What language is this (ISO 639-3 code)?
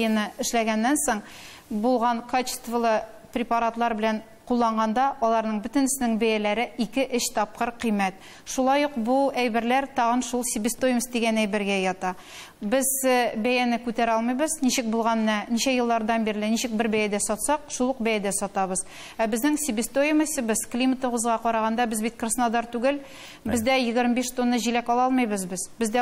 tat